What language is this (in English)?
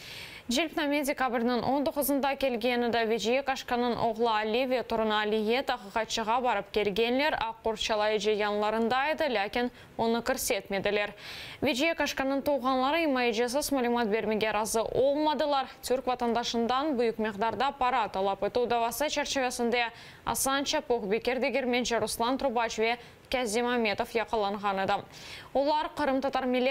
Crimean Tatar